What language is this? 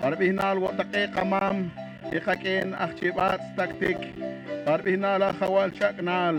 Poqomchi'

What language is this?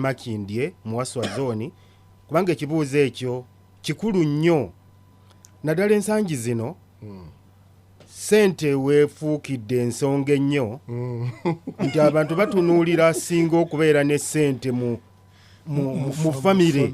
Ganda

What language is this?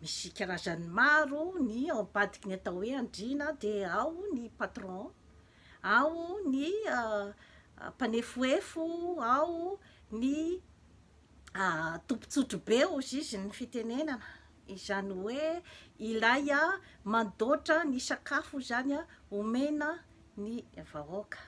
Malagasy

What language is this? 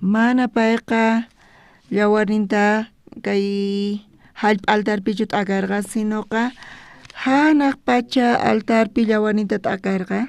South Bolivian Quechua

